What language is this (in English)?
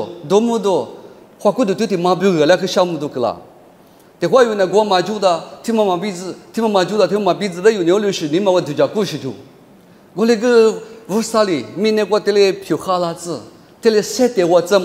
Lisu